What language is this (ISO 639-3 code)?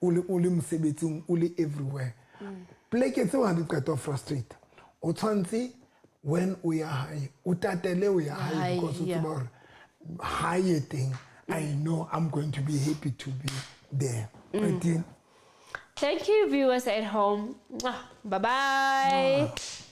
sot